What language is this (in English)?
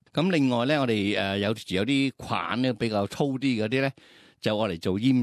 Cantonese